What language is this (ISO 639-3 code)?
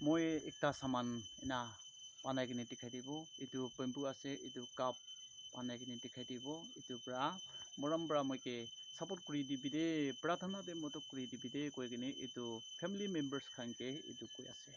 nag